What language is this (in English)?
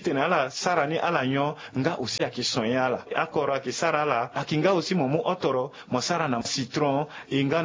Sango